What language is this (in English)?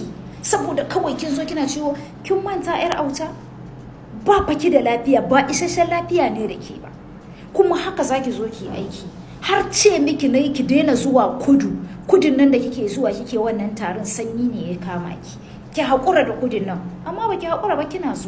Hausa